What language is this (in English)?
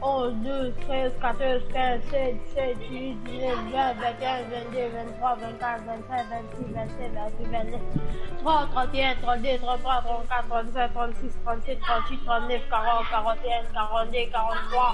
Morisyen